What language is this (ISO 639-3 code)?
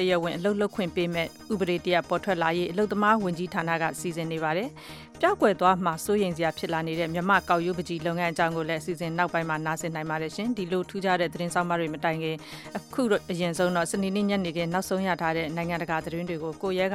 mya